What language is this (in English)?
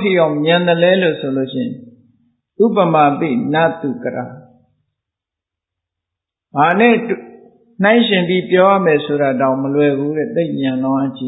Burmese